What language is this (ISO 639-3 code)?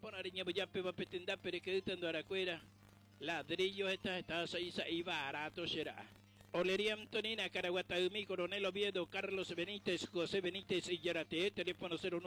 grn